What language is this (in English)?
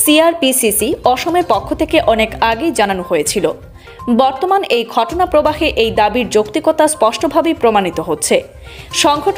Bangla